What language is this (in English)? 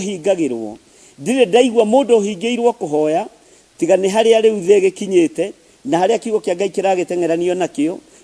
Kikuyu